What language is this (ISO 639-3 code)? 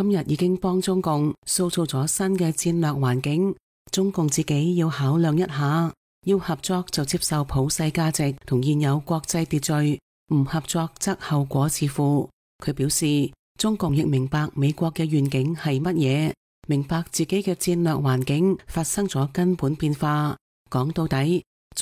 yue